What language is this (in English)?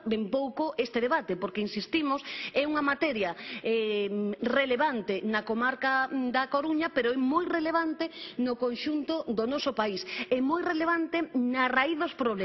Galician